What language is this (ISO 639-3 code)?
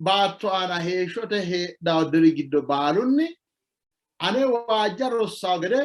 sid